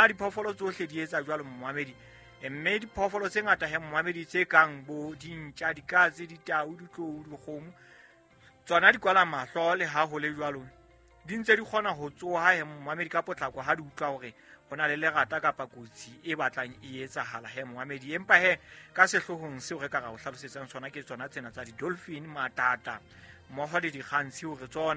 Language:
Southern Sotho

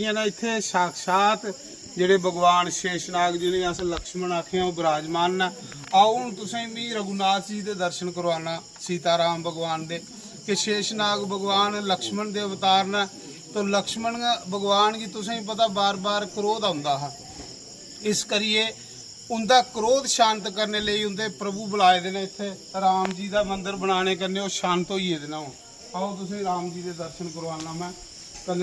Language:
Dogri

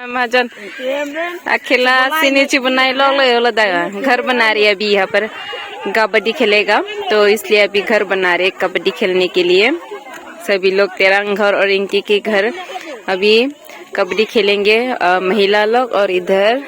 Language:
Karbi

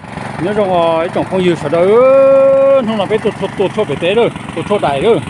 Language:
Hmong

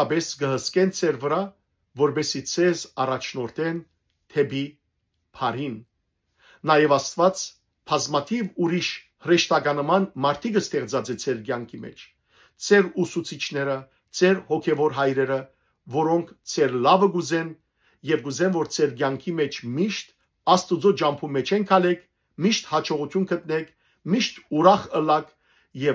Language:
Western Armenian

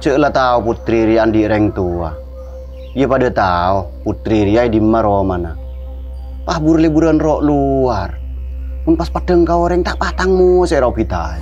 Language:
Madurese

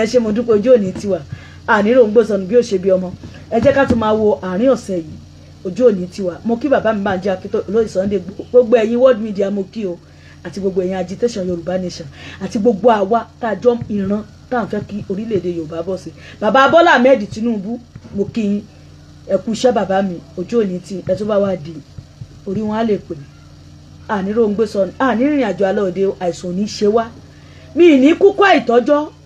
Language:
Yoruba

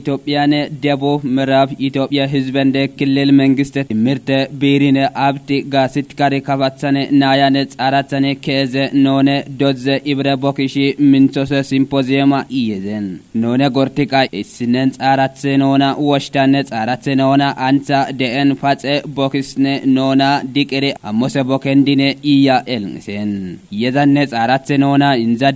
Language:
Kafa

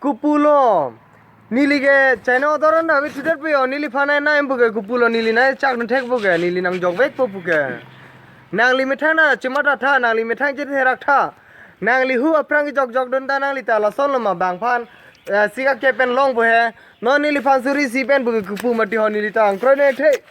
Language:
Karbi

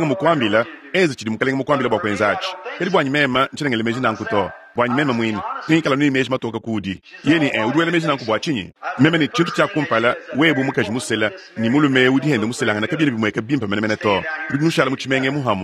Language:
Luba-Lulua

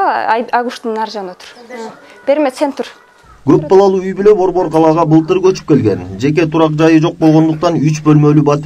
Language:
Kyrgyz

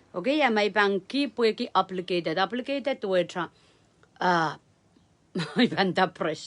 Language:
Pohnpeian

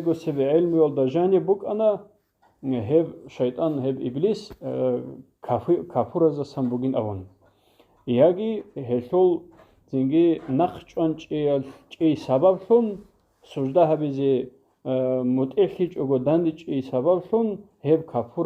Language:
Avaric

